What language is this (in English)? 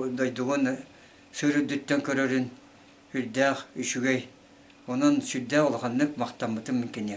Yakut